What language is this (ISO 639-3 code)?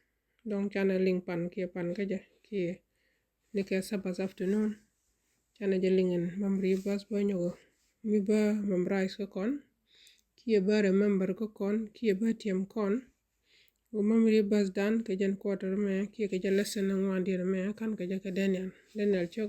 nus